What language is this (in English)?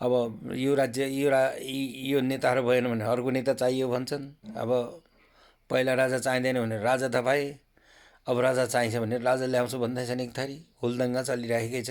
Nepali